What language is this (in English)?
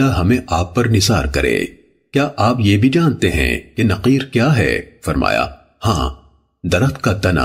Urdu